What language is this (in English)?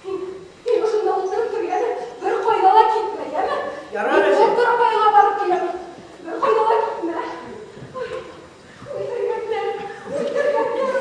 Bashkir